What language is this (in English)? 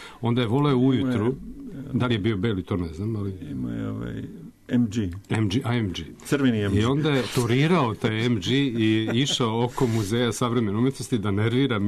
Serbian